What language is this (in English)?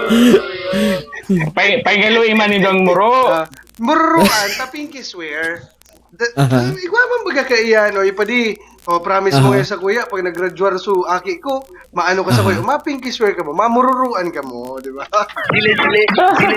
Bikol